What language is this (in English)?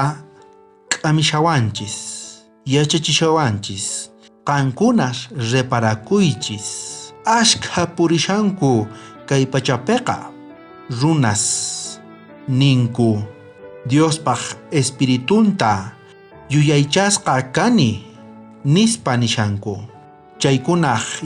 South Bolivian Quechua